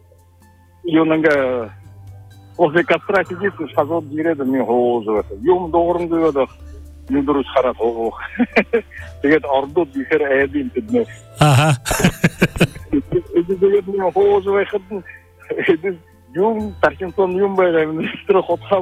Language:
Buriat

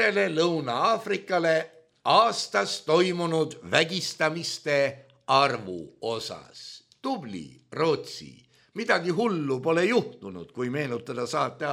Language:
Estonian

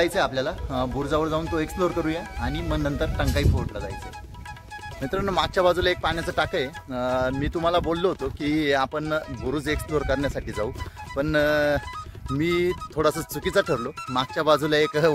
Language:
Marathi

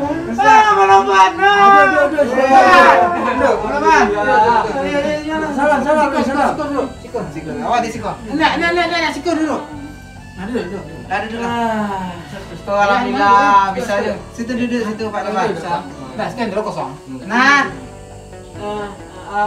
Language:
Minangkabau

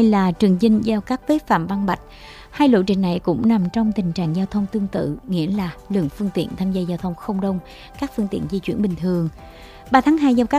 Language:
Vietnamese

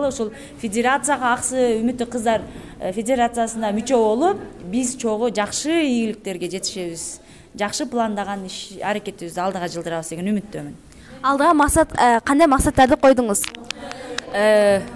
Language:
Kyrgyz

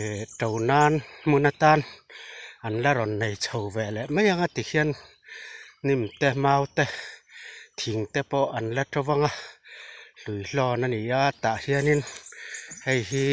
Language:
Mizo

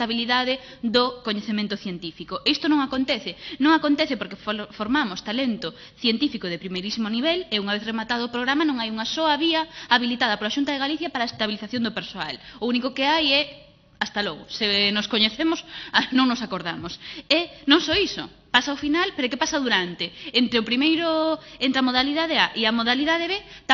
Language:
Galician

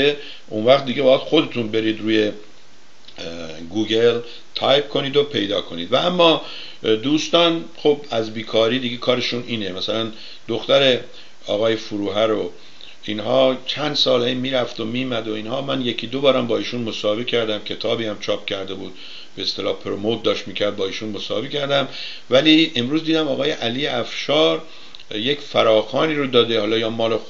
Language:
Persian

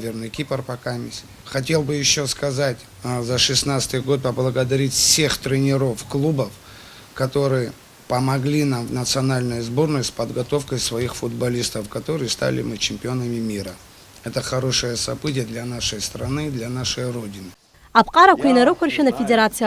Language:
Abkhazian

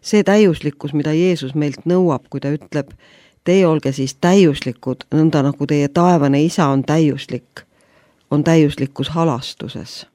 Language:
Estonian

